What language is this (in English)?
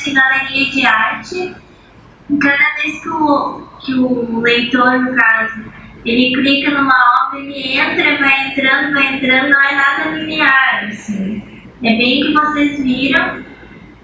Portuguese